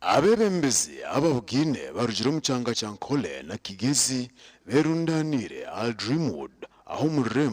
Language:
Nyankole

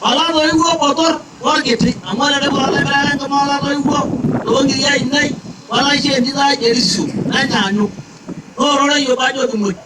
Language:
Masai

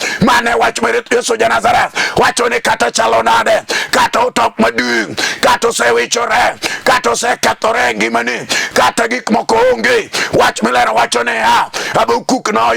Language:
Luo (Kenya and Tanzania)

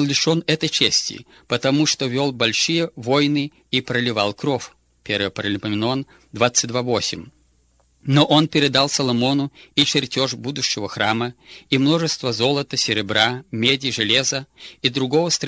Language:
Russian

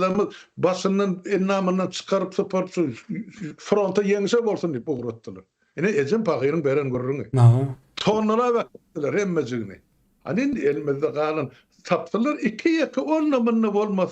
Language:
Turkmen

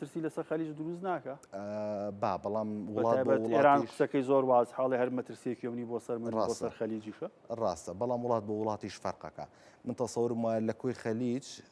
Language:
Central Kurdish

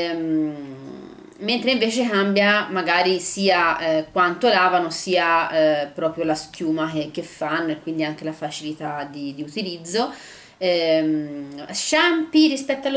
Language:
Italian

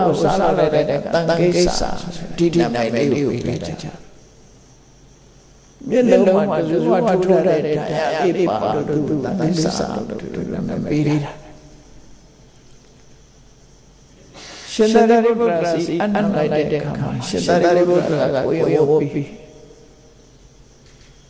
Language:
Burmese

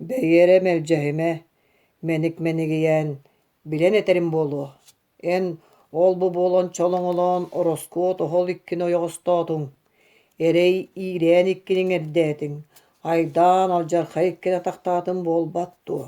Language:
Yakut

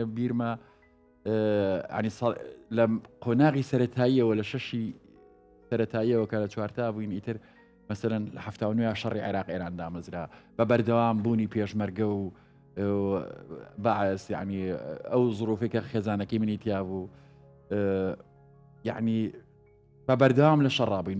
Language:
Central Kurdish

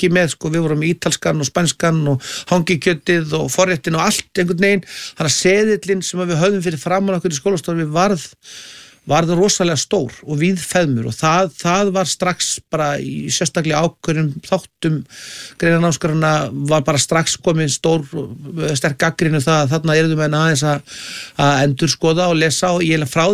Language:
Icelandic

